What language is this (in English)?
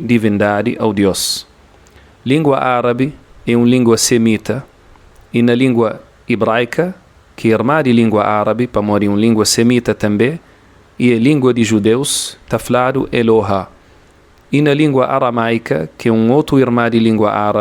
Kabuverdianu